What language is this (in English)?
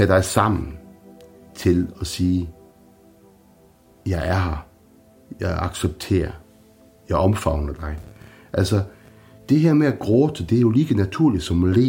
Danish